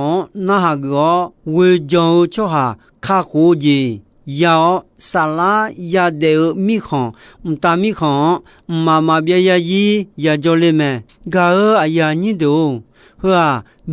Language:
Akha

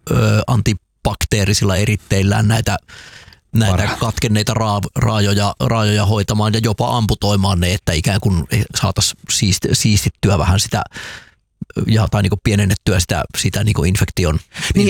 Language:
Finnish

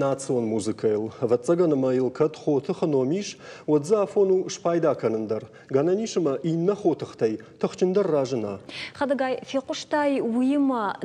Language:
Ossetic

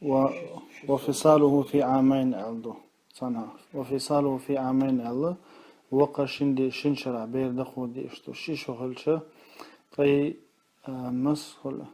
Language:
Chechen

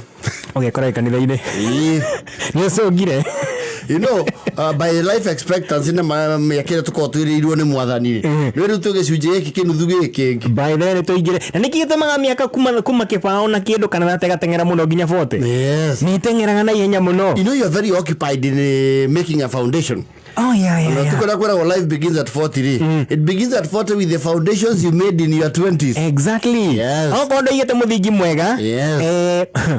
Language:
Kikuyu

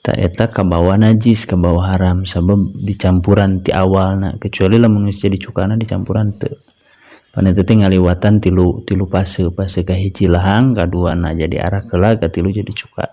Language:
Sundanese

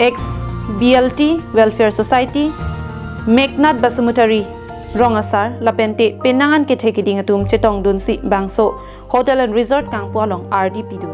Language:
Karbi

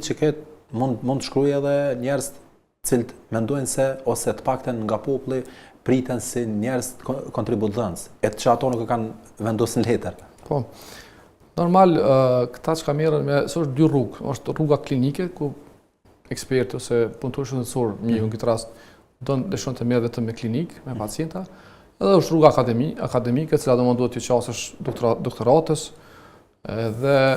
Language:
Albanian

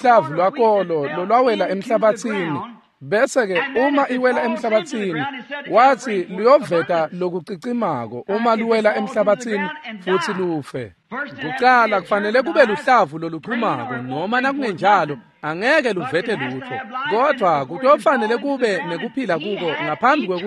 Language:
Swati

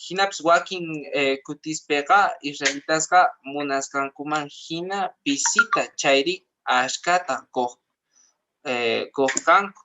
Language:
Quechua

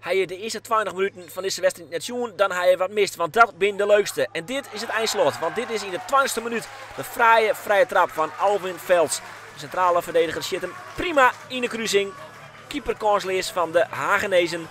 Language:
Western Frisian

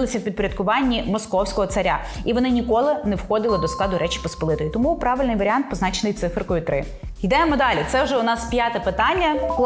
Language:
Ukrainian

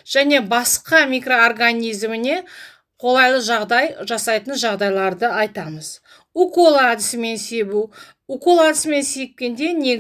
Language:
Kazakh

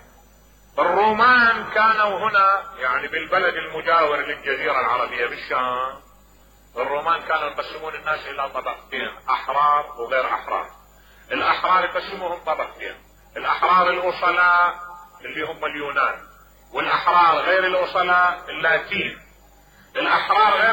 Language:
Mesopotamian Arabic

